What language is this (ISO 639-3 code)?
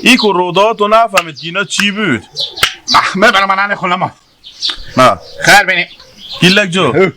haz